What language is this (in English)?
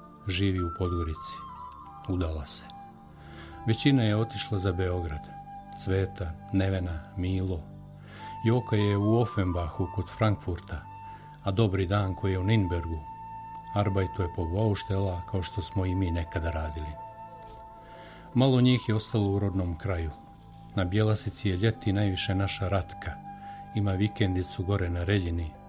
Serbian